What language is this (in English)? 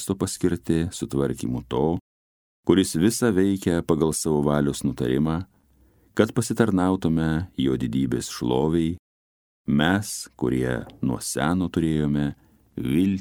Lithuanian